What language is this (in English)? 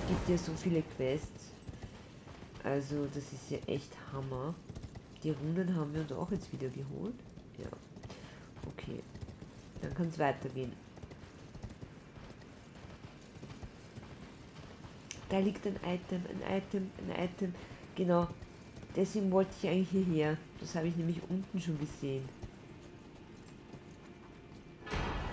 German